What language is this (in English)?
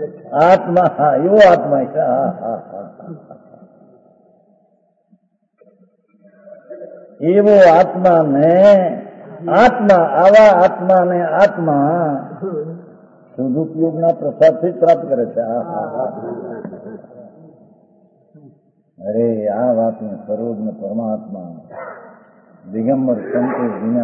Gujarati